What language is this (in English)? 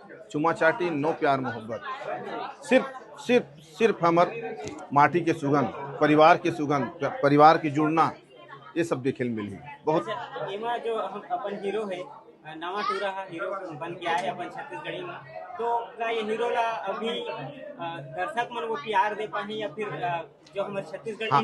Chhattisgarhi